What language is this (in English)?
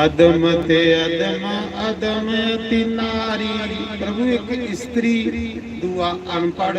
Dogri